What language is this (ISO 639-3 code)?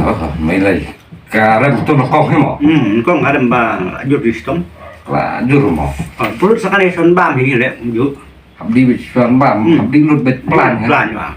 kha